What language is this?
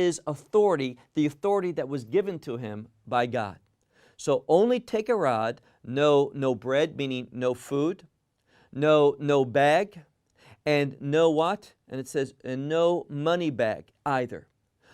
English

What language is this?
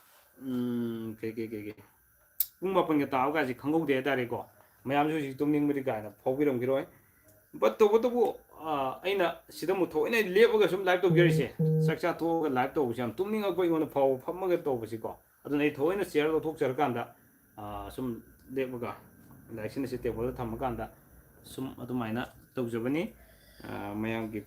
Manipuri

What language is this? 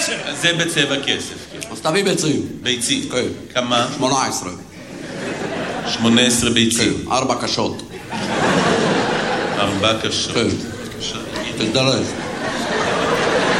Hebrew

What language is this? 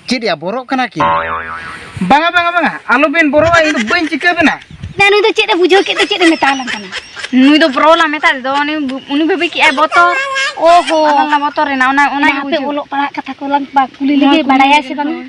Santali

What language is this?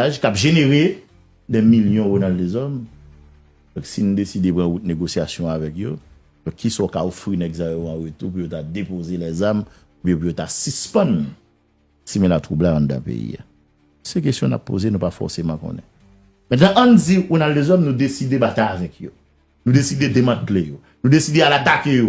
Haitian Creole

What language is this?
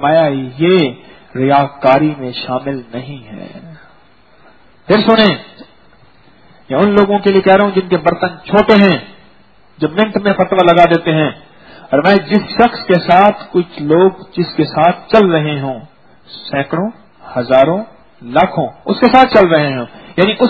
Urdu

